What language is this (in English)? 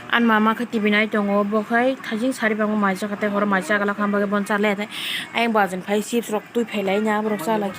Kok Borok